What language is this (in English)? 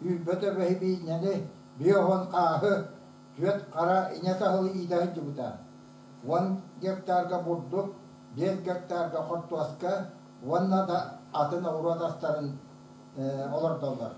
Yakut